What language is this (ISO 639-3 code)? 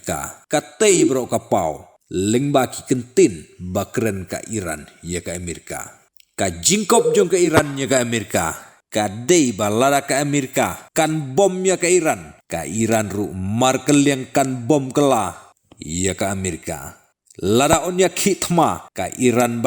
kha